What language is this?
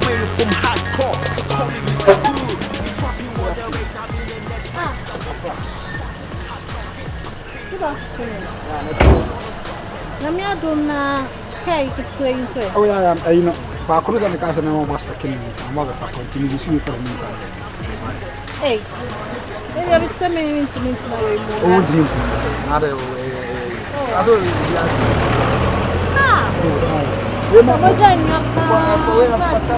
English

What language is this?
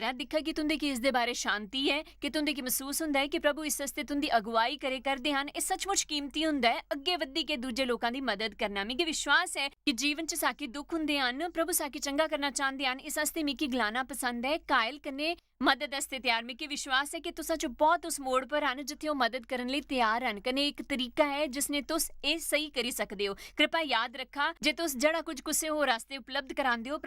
Dogri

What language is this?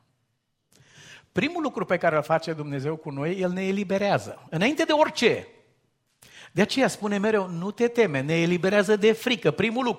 Romanian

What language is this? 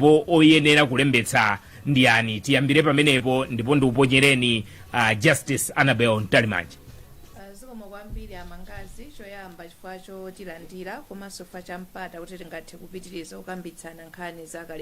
Nyanja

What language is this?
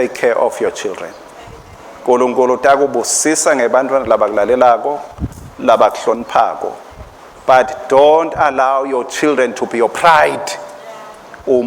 Swati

